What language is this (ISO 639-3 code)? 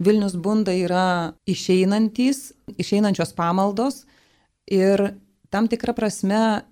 lit